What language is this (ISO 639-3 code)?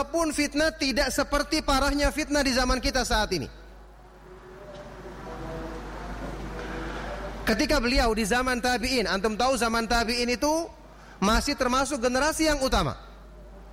ind